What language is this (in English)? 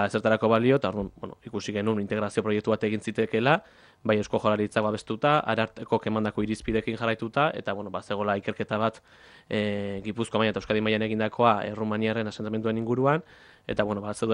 Basque